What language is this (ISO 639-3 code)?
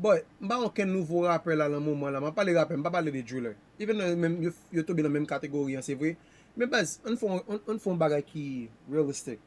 hat